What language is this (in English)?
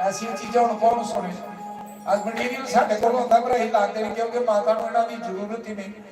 Dogri